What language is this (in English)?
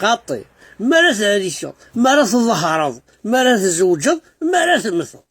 Kabyle